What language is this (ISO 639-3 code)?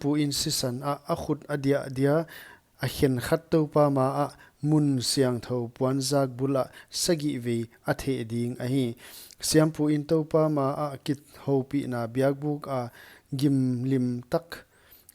pck